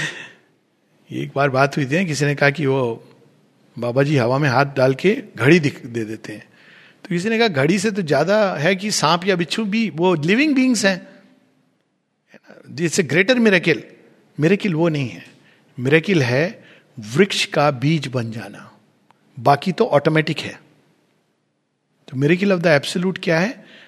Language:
Hindi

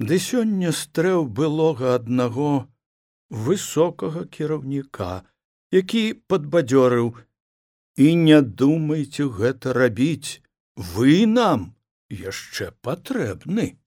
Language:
Belarusian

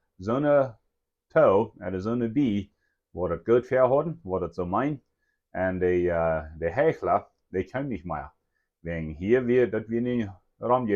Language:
Plautdietsch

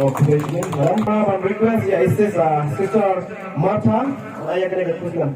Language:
Khasi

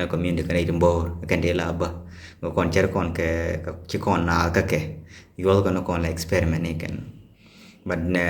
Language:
Nuer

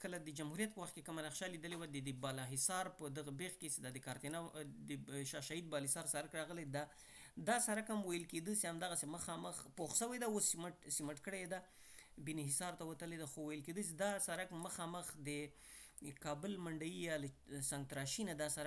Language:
Pashto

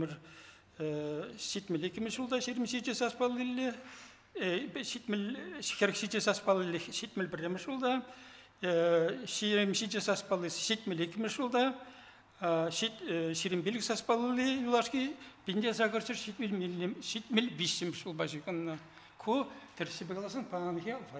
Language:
Chuvash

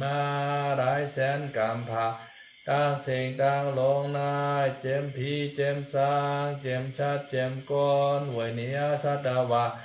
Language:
Shan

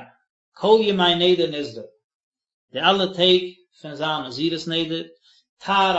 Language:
Yiddish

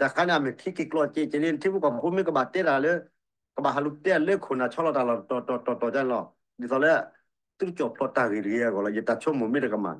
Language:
S'gaw Karen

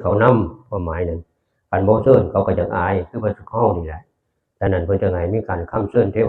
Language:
Lao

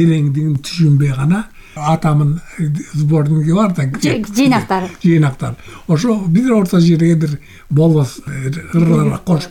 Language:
Kyrgyz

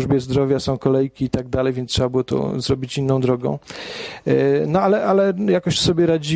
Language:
Polish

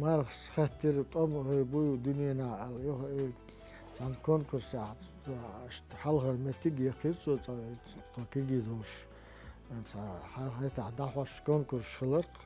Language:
Chechen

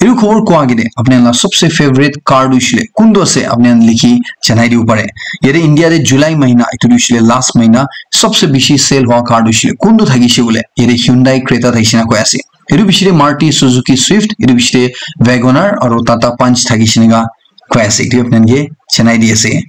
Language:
Naga Pidgin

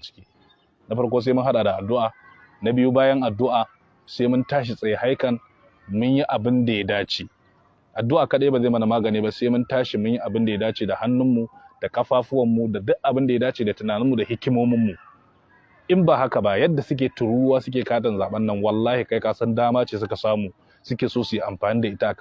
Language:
Hausa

